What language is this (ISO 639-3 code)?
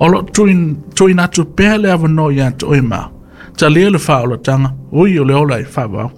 smo